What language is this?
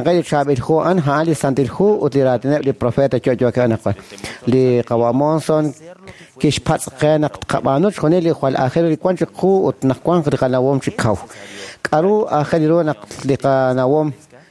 Kekchí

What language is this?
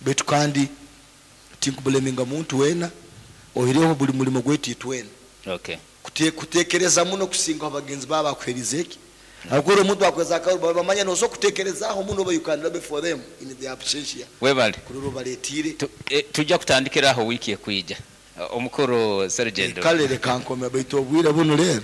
Nyankole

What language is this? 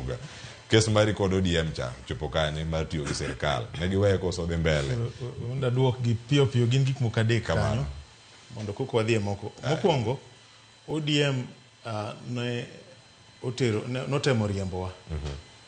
Luo (Kenya and Tanzania)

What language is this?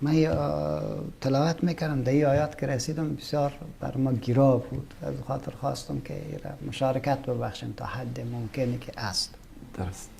Persian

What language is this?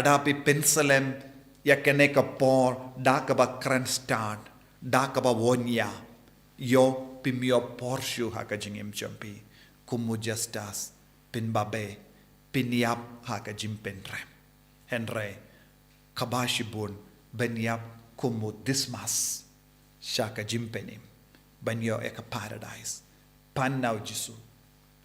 Khasi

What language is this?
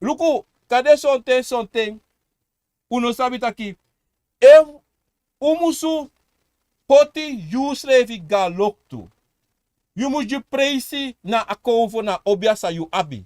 Sranan Tongo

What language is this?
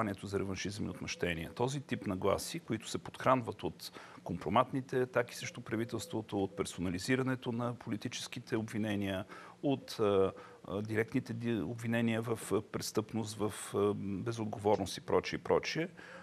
Bulgarian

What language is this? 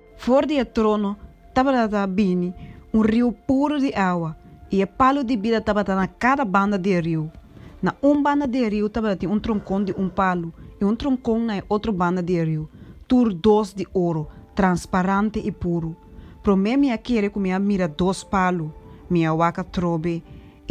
Papiamento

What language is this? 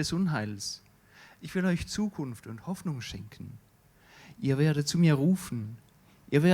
Swiss German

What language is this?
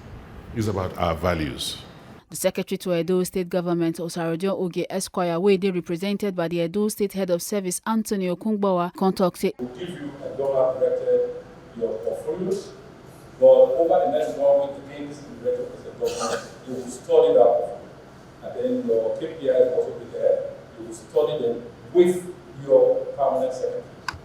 Nigerian Pidgin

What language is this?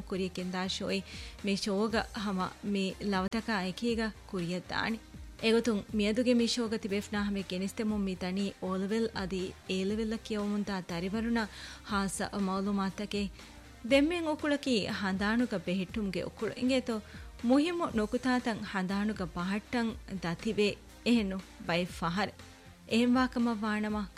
Divehi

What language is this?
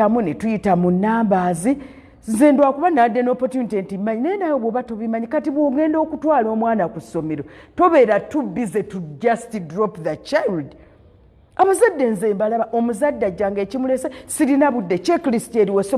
Ganda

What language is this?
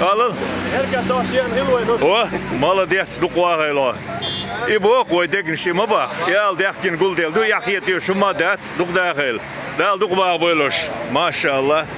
Chechen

